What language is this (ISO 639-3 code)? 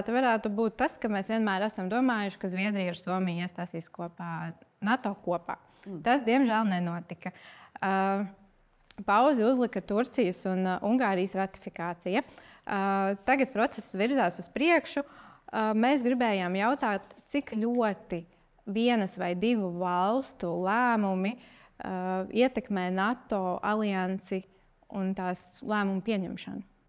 lav